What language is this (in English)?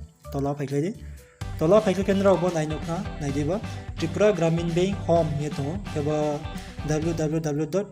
Riang (India)